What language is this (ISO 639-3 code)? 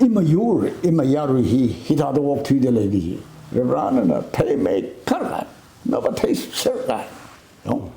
nmf